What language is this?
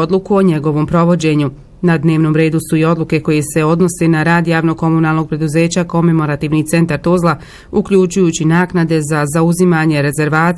Bosnian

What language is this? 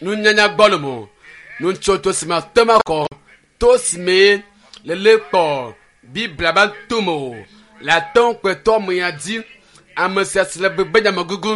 Ewe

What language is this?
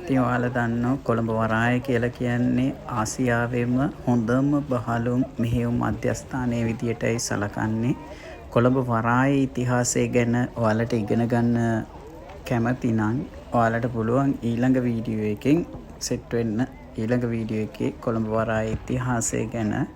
Sinhala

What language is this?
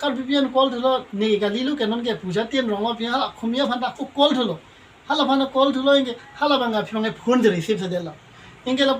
Karbi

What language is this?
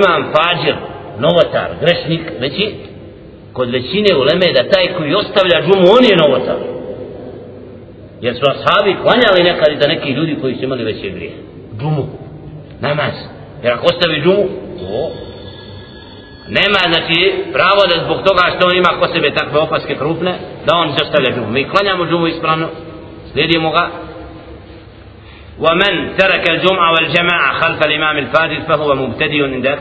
Bosnian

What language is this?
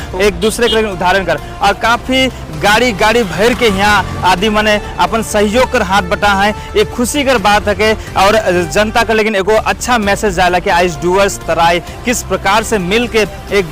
Sadri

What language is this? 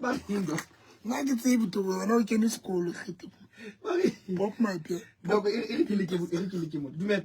Southern Sotho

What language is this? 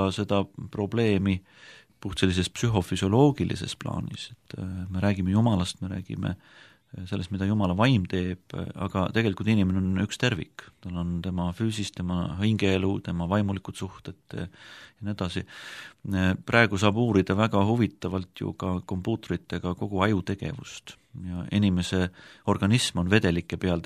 Estonian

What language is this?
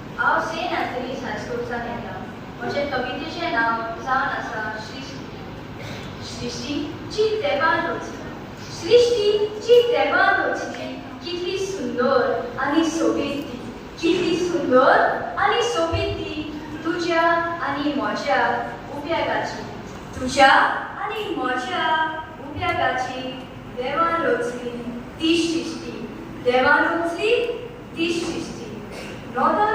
Konkani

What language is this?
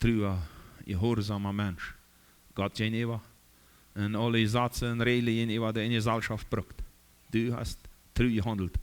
Plautdietsch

